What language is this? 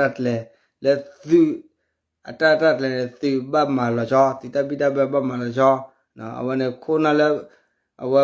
S'gaw Karen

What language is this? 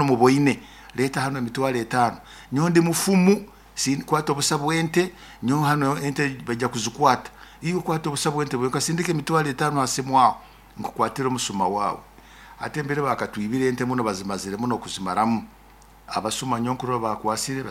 Nyoro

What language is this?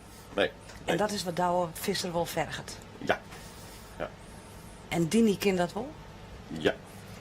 Western Frisian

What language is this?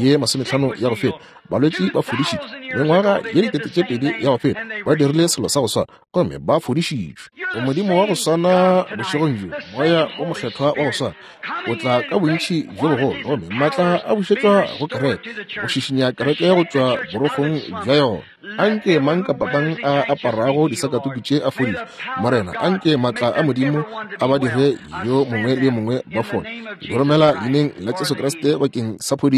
Northern Sotho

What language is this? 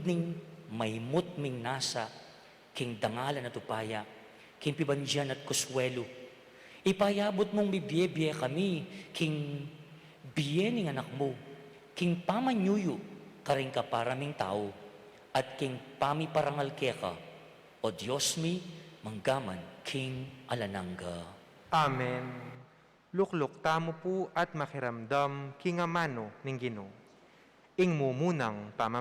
Pampanga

